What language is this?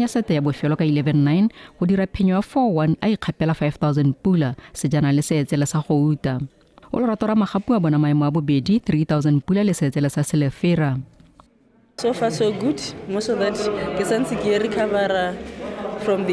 Tswana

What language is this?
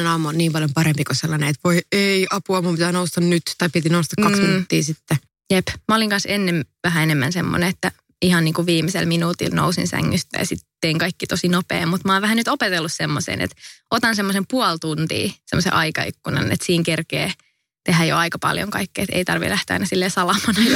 Finnish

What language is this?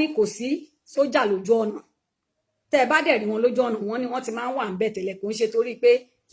Yoruba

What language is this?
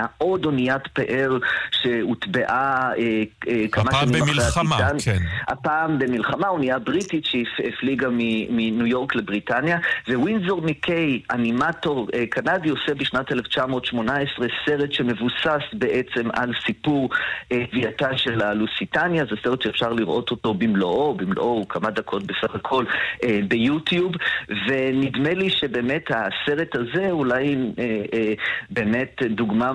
Hebrew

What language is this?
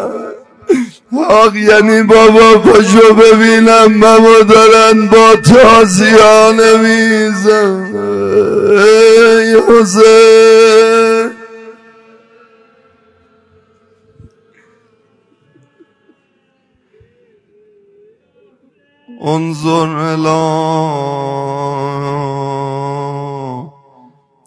Persian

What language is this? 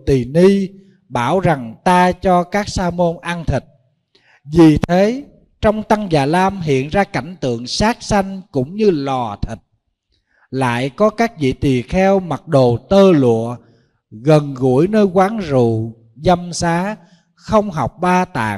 Vietnamese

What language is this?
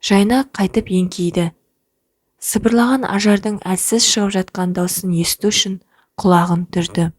Kazakh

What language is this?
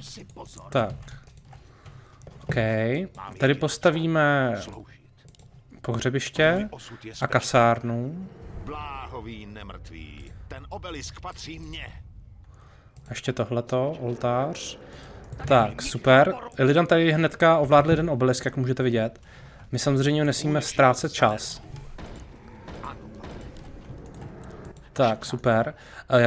Czech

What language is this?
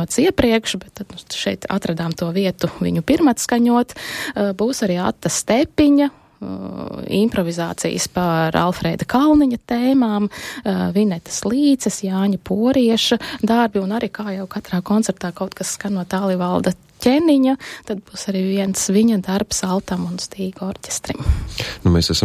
Latvian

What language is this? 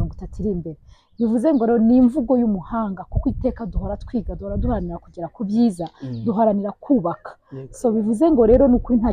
Kinyarwanda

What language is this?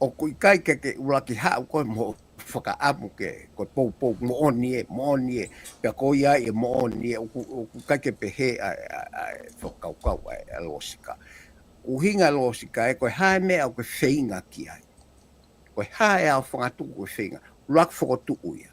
Tongan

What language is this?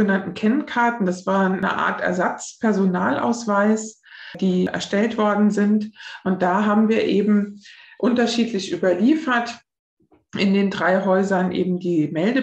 German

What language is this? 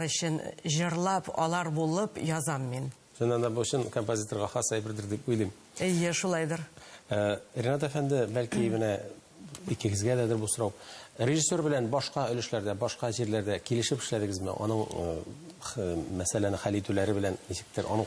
Tatar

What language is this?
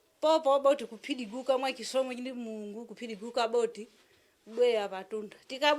Nyanja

